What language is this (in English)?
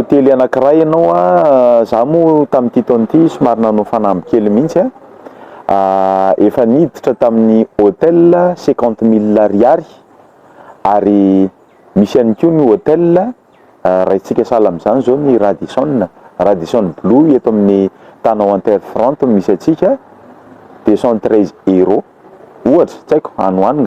Malagasy